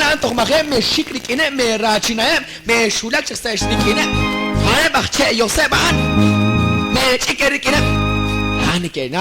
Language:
Kekchí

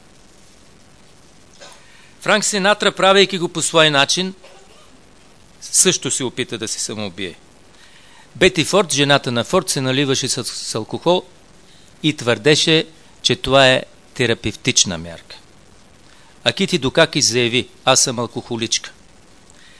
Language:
Bulgarian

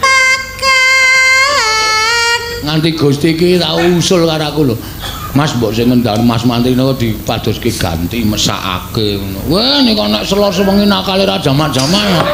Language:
Javanese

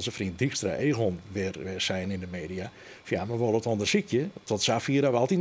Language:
Western Frisian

